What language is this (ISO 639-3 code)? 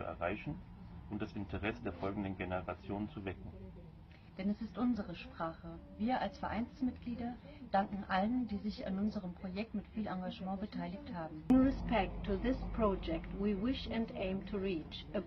zza